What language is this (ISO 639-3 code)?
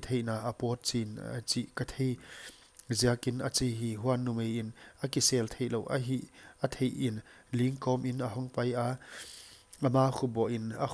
pck